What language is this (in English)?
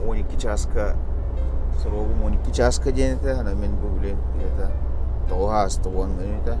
Yakut